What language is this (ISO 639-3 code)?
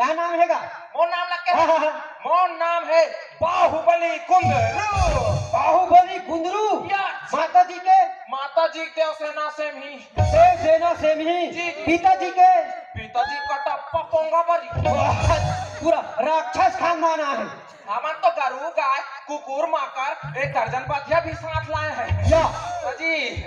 hne